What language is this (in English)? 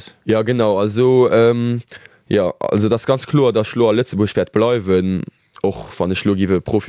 Luxembourgish